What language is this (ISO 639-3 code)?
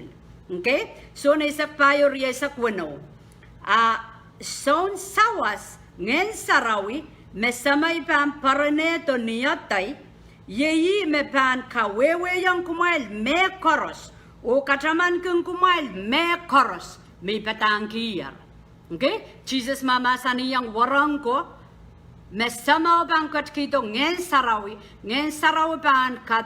pon